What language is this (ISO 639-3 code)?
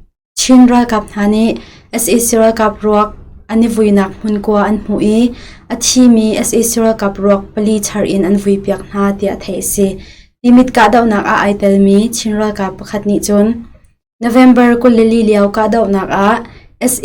cnh